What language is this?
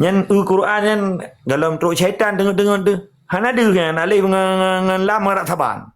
Achinese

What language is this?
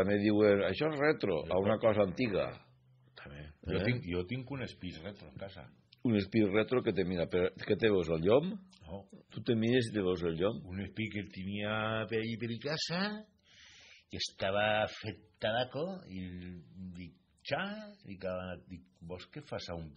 Catalan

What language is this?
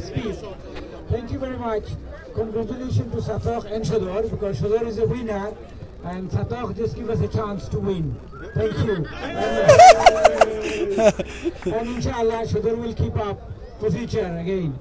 Sylheti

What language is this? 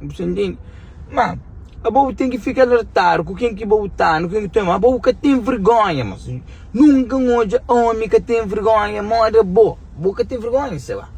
Kabuverdianu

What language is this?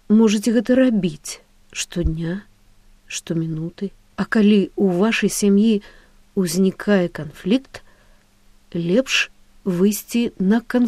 Belarusian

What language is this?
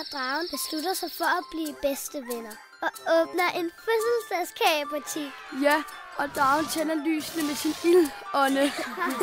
Danish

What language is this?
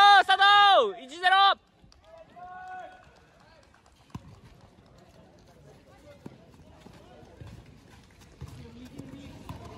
Japanese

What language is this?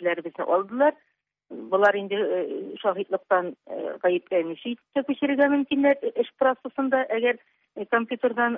Tatar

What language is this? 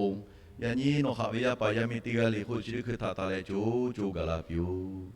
Lahu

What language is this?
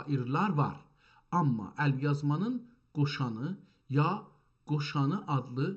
South Azerbaijani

